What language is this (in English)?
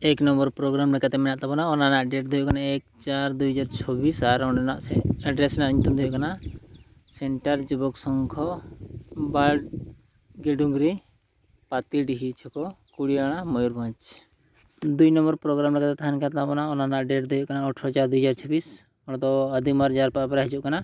Santali